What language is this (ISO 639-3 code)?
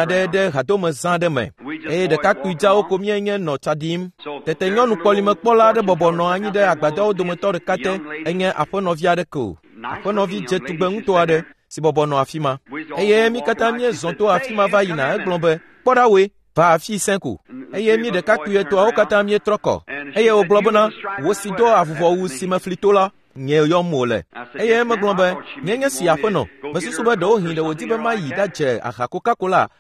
ewe